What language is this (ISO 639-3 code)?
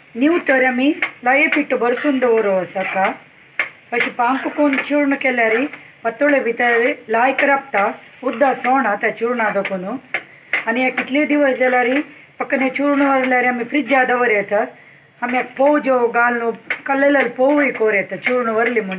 kok